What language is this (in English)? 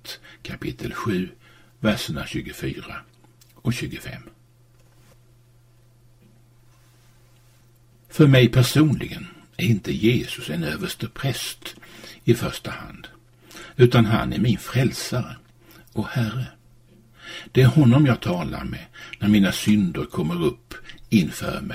Swedish